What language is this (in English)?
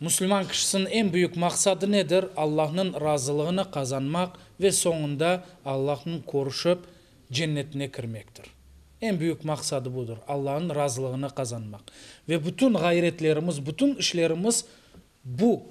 Crimean Tatar